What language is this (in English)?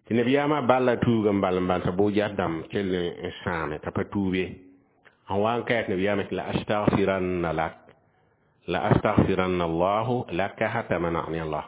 Mossi